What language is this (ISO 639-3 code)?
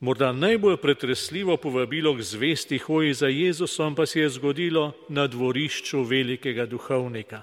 slv